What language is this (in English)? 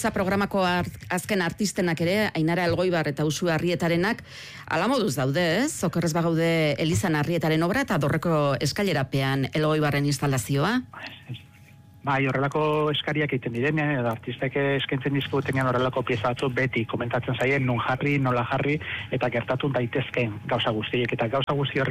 Basque